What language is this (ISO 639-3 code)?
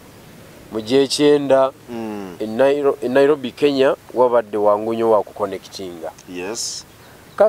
lug